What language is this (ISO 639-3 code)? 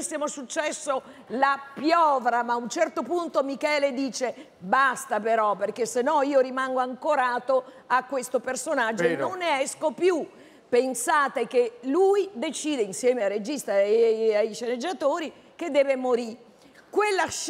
ita